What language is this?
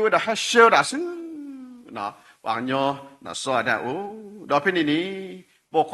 S'gaw Karen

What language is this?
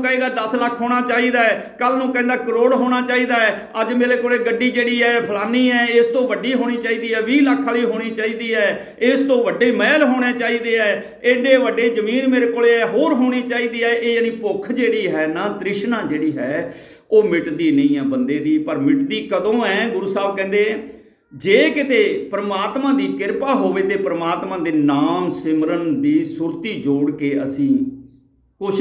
Punjabi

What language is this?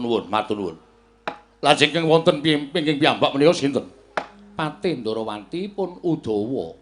Javanese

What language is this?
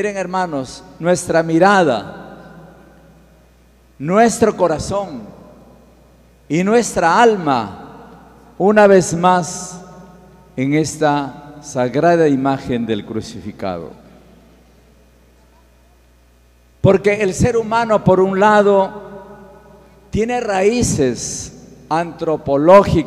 Spanish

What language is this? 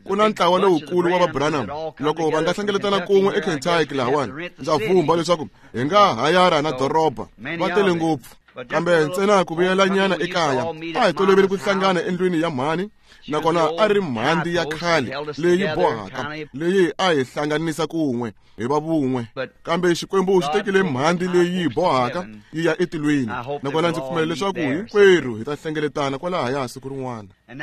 Tsonga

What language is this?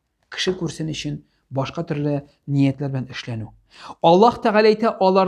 Tatar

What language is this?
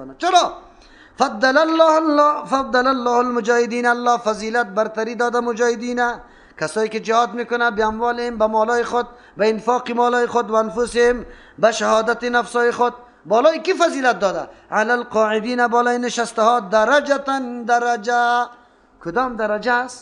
Persian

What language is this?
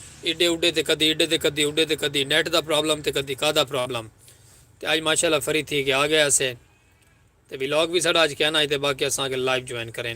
Saraiki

